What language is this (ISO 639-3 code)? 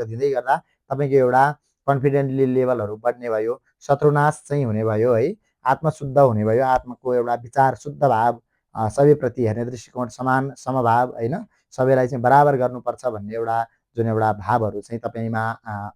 nep